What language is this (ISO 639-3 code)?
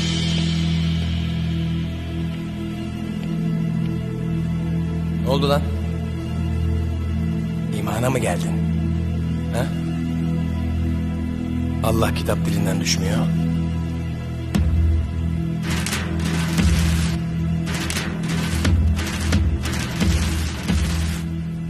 tur